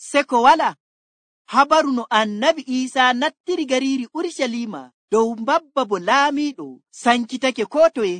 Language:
Nigerian Fulfulde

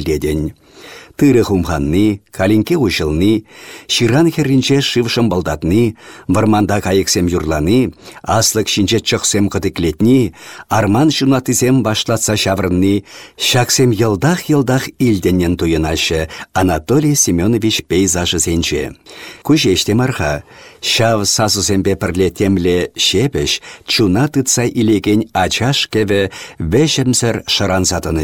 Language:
Chuvash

